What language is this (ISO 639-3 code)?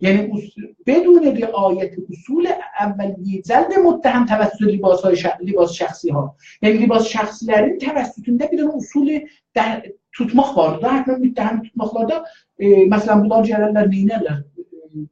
azb